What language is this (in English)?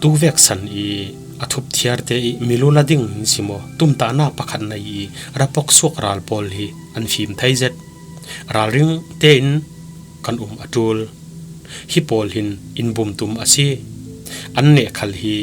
Falam Chin